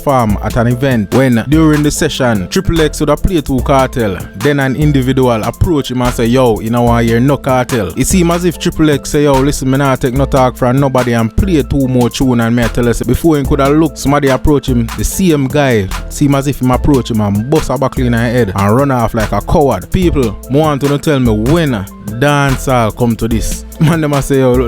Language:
Jamaican Creole English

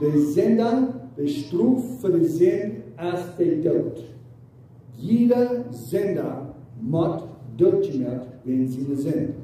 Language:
Plautdietsch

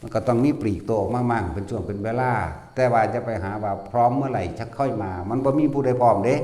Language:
Northeastern Thai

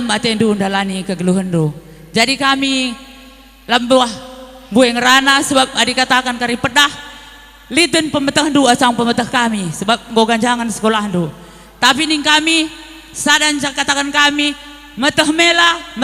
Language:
Batak Karo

